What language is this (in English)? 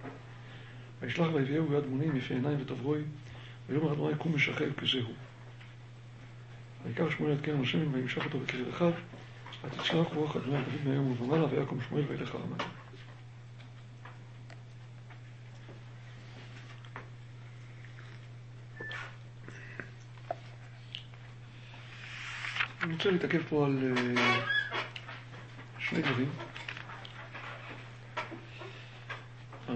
Hebrew